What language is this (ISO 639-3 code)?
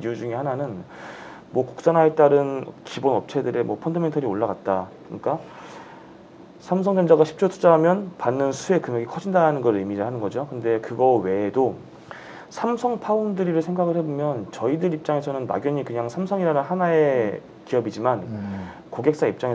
kor